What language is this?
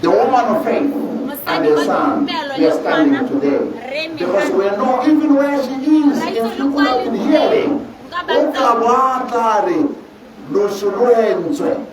Tswana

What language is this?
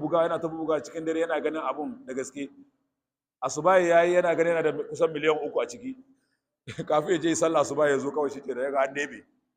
Hausa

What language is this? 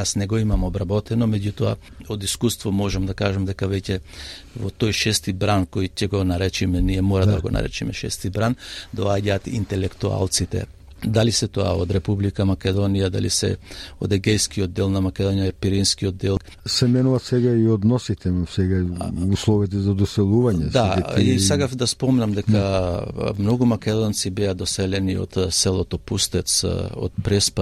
Macedonian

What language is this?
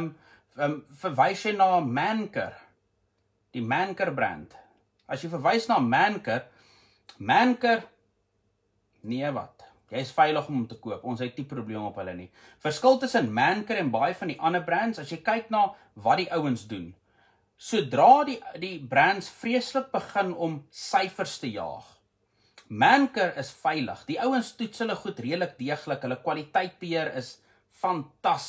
Afrikaans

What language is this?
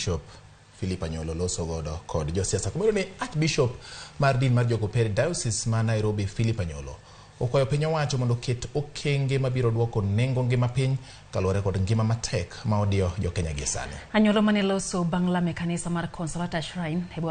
Luo (Kenya and Tanzania)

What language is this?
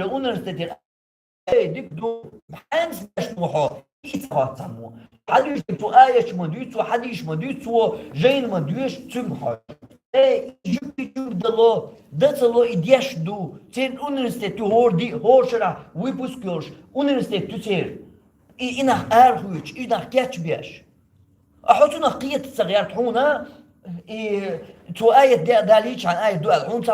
Chechen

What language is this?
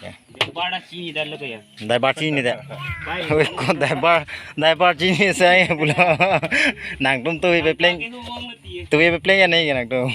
Karbi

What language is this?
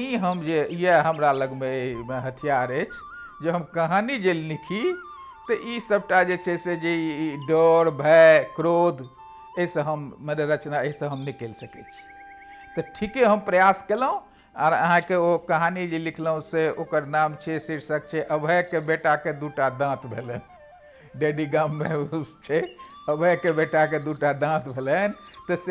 Maithili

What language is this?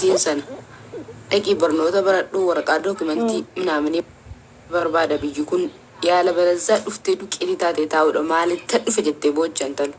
Oromo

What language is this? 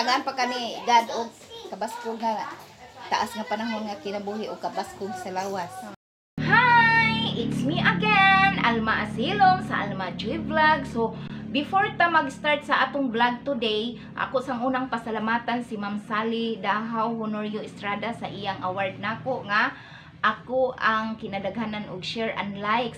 Cebuano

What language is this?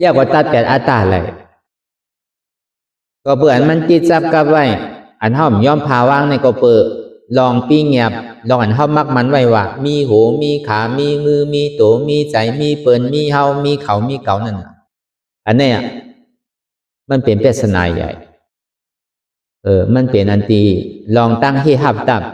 Shan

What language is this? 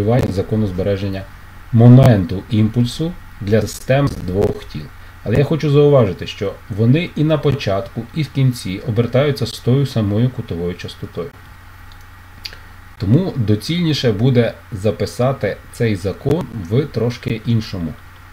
Ukrainian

